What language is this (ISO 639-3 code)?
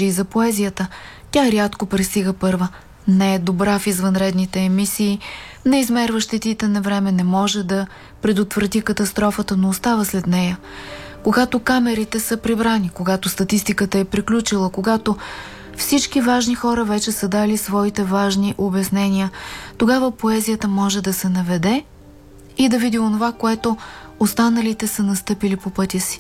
bul